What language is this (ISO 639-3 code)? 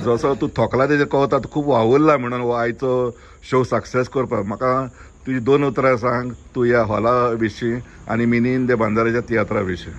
kok